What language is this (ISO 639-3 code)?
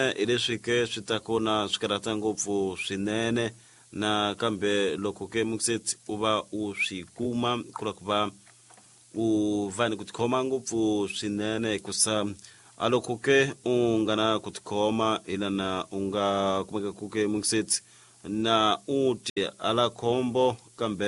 tso